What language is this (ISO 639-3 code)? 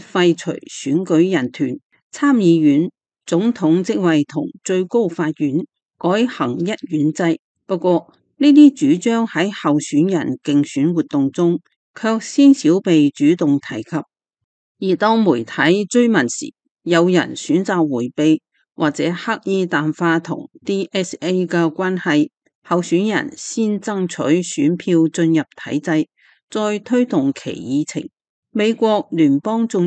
yue